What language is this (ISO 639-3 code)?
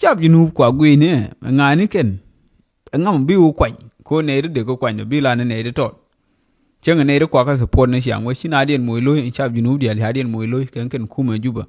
nus